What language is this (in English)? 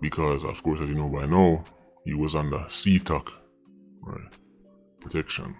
Jamaican Creole English